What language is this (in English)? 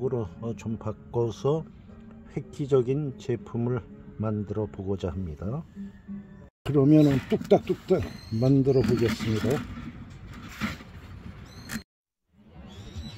Korean